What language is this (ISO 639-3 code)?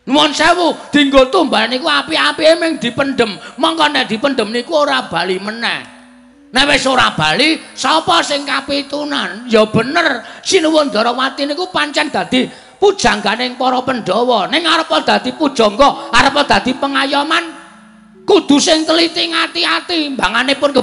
jav